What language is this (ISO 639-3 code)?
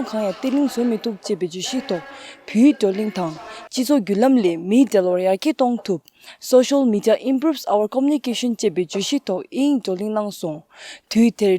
bod